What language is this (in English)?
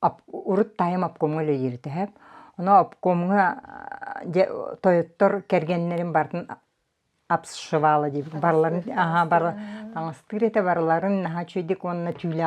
Yakut